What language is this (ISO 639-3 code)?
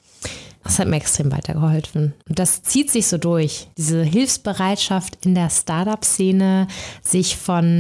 deu